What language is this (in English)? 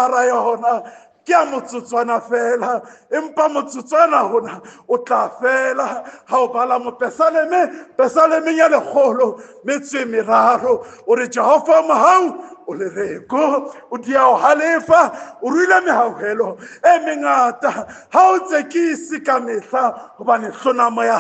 Southern Sotho